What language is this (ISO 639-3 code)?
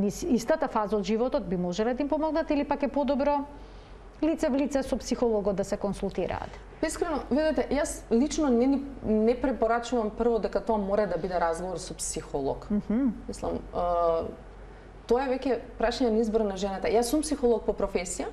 mkd